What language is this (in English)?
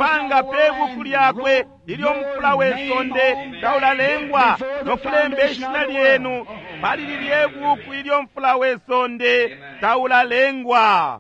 Bemba